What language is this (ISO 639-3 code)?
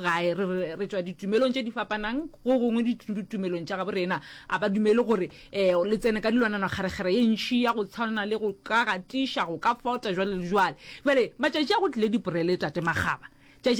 nso